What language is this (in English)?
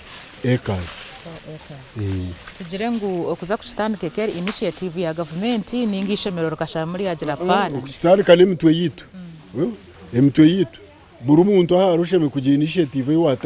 Nyankole